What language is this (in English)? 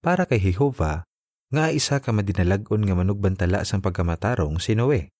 Hiligaynon